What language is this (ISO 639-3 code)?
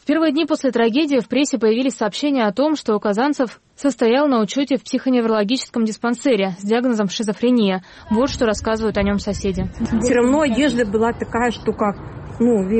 rus